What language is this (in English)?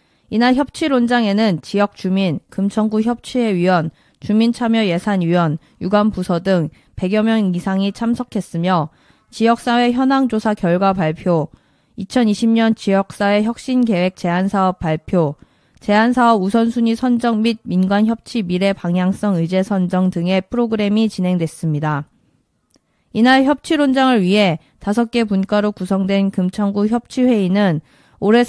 Korean